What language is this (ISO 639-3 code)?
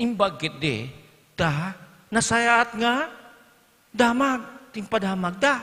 ilo